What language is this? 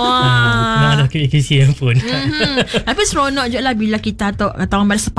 Malay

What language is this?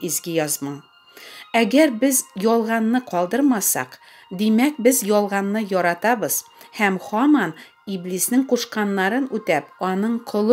Tatar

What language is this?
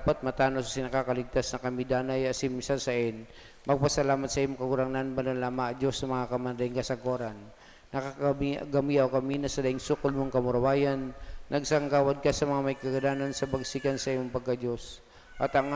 Bikol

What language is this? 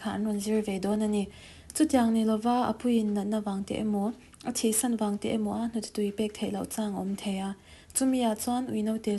Mizo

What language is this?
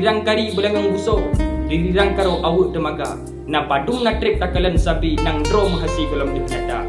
Achinese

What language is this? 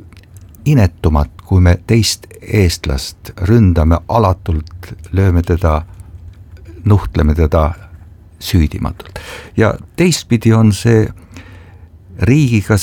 Estonian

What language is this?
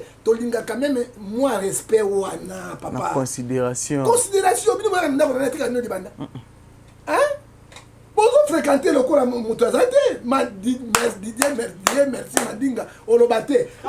Lingala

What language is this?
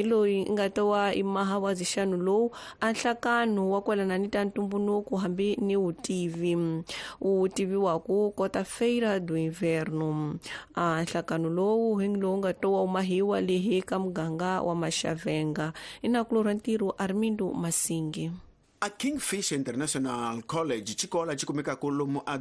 Tsonga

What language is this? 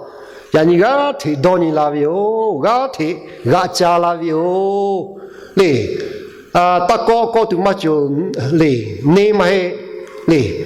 Lahu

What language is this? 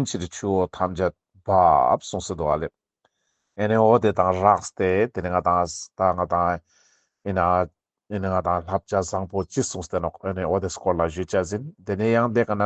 Ladakhi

